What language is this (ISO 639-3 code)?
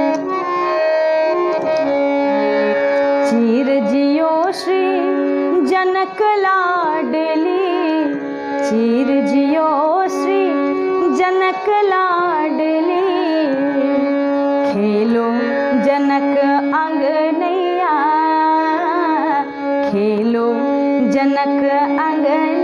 bho